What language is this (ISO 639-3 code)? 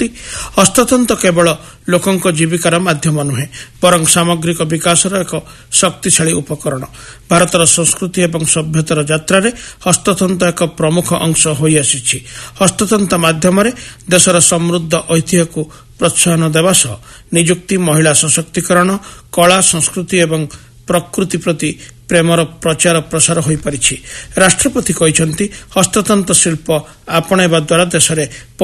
ori